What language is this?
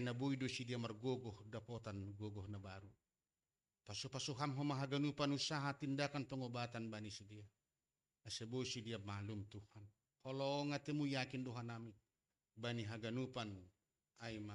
Batak Simalungun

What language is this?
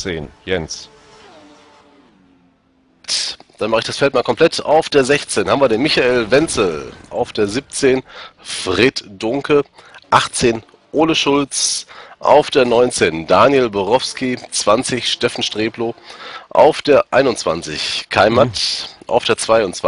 German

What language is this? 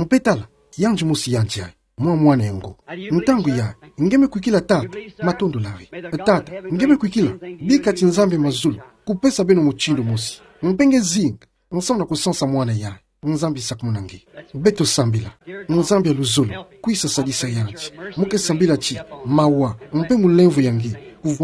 Kituba (Democratic Republic of Congo)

